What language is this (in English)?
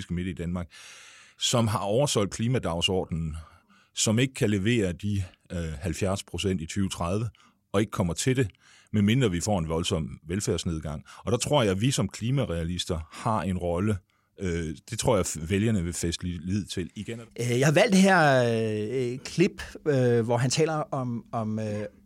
Danish